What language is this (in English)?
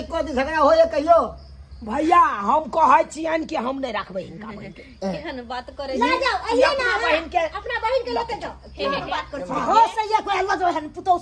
Maithili